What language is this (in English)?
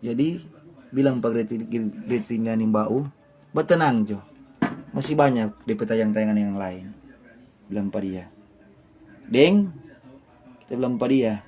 Manado Malay